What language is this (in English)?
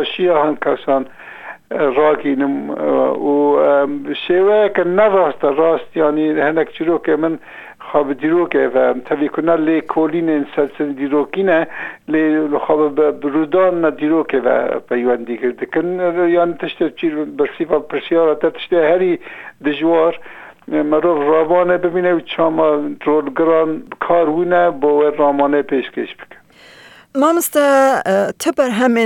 Kurdish